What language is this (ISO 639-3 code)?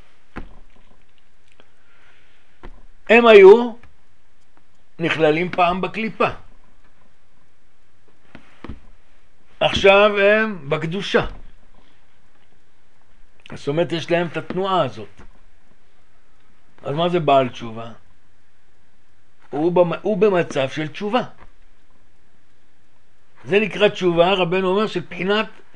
heb